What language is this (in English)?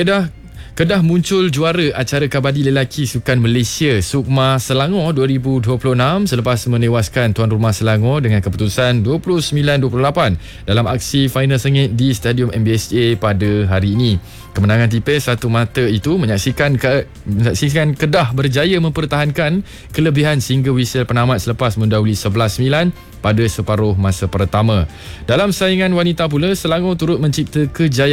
Malay